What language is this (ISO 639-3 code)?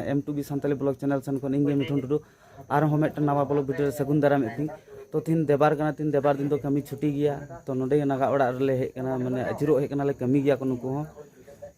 sat